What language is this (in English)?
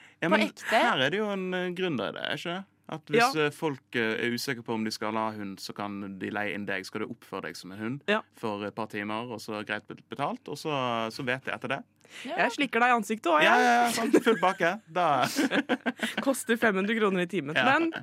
Norwegian